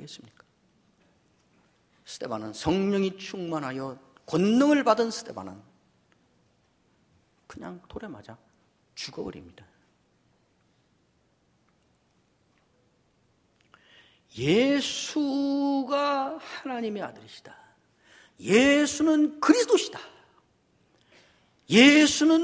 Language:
Korean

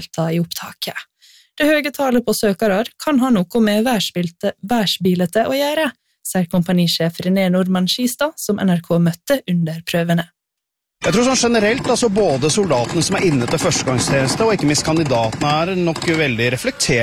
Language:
Norwegian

